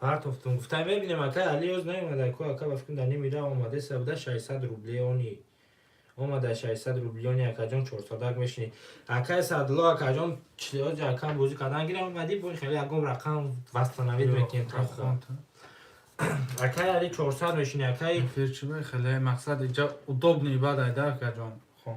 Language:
Tajik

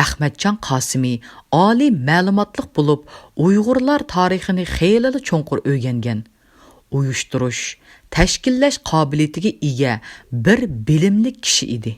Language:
Uyghur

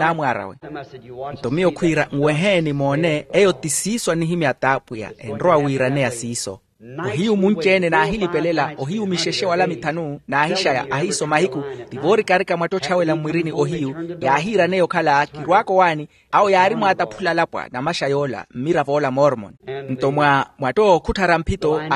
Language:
Makhuwa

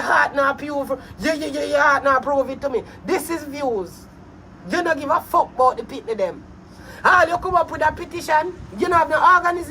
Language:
Jamaican Creole English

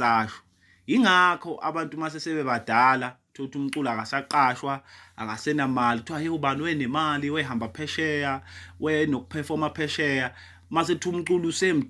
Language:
Zulu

